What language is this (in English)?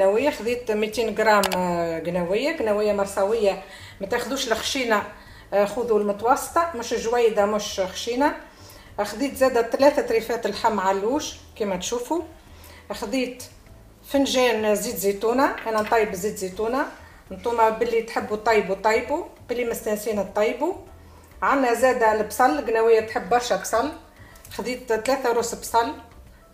Tunisian Arabic